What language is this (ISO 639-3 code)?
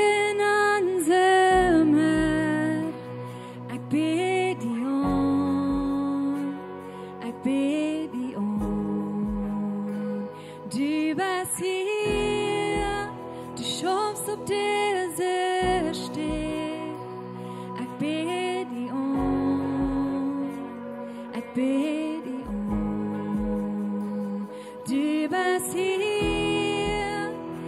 pdt